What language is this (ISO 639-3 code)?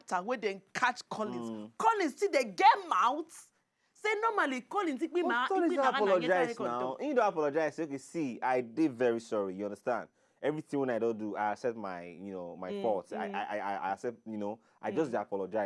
pcm